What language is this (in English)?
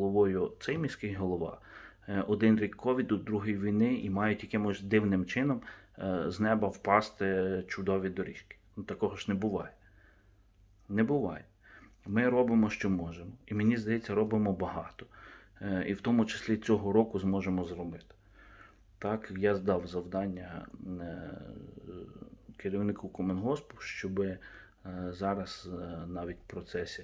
Ukrainian